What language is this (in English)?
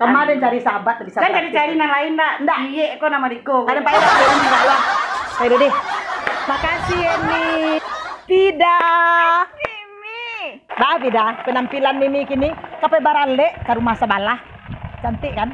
Minangkabau